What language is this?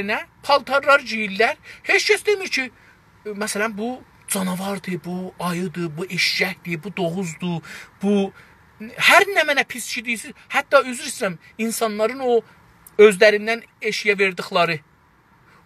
South Azerbaijani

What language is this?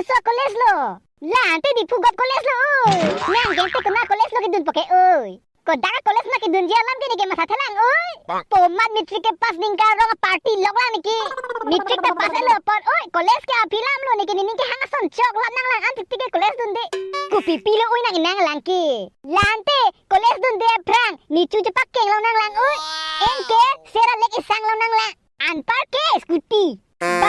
Karbi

